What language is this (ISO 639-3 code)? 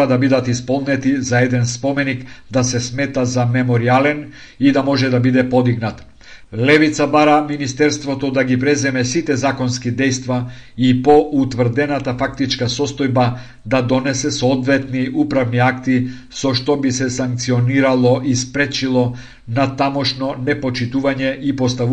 mkd